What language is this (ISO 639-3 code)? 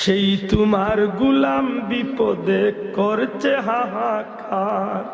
syl